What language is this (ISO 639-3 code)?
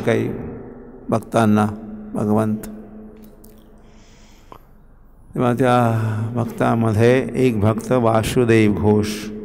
mar